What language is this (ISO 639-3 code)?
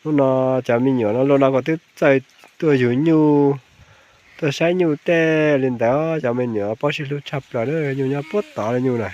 hmn